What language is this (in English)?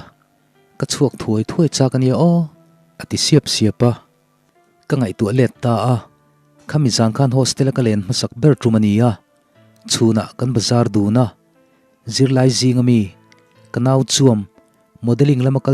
Mizo